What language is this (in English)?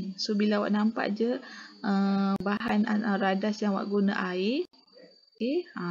Malay